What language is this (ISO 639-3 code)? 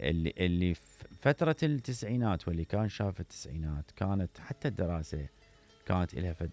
acm